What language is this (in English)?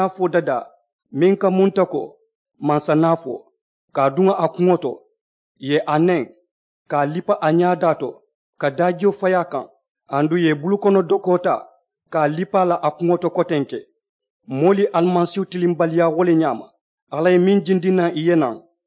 Mandingo